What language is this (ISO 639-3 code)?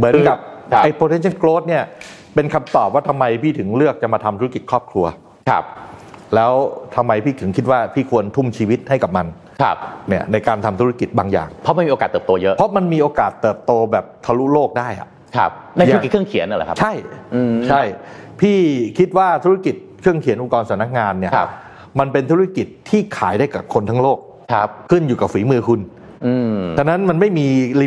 tha